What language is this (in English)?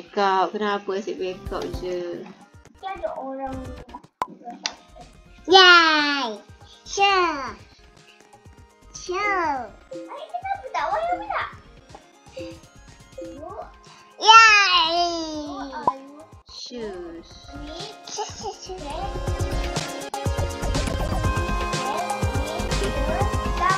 Malay